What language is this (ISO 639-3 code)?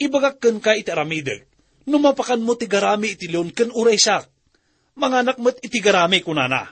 ilo